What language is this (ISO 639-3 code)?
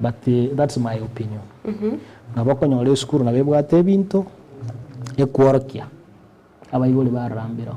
guz